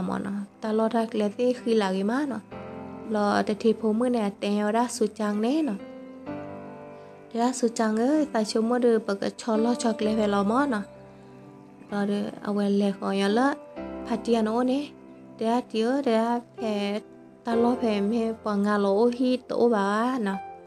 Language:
S'gaw Karen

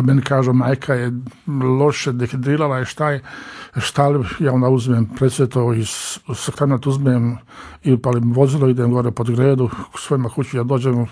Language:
Croatian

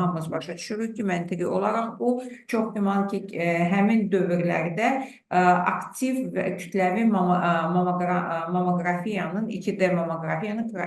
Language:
Azerbaijani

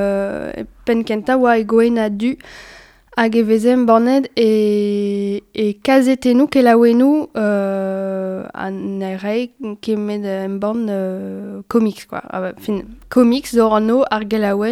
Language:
Breton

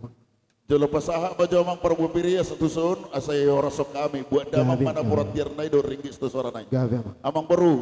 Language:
Batak Toba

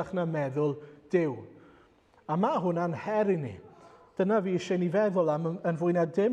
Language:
Welsh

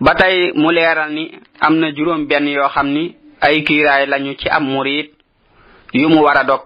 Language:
Wolof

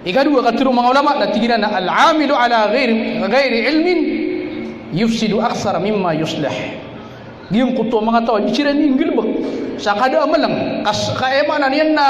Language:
Maranao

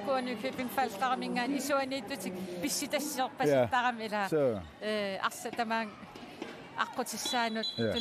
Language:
Kalaallisut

